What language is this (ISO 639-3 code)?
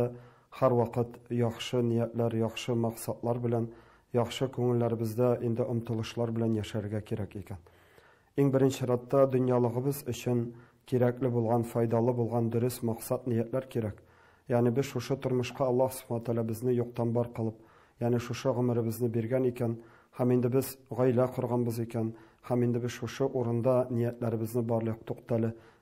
tat